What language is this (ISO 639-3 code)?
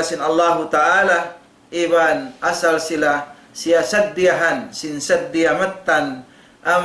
tsg